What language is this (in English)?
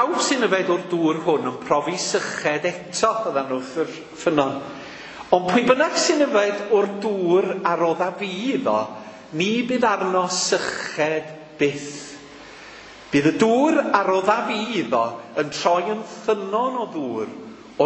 Welsh